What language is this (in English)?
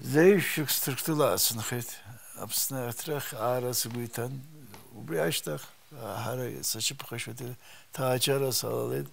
Abkhazian